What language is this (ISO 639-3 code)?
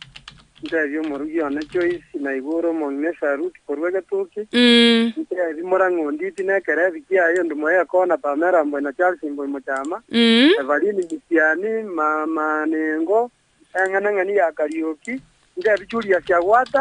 guz